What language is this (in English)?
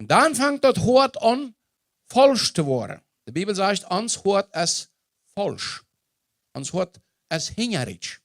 Plautdietsch